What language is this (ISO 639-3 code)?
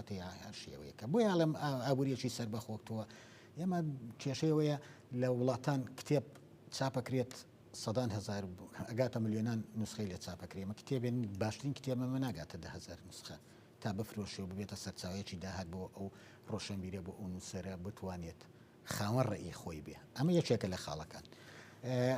ckb